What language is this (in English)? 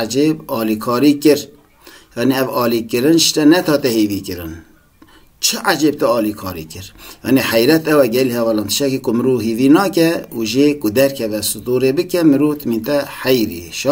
Kurdish